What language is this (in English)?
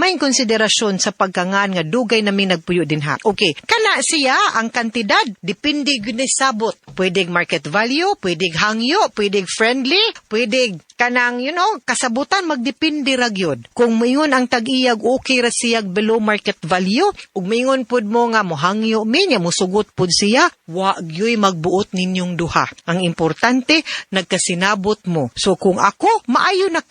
Cebuano